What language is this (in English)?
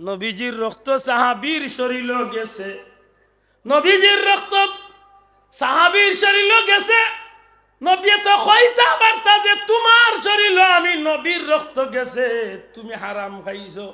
Sylheti